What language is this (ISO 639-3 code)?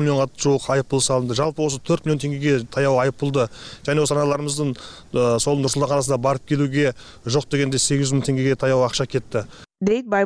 kir